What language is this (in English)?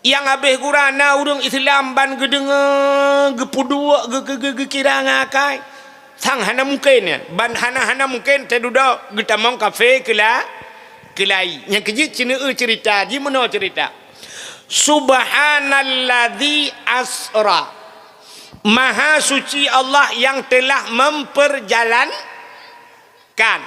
Achinese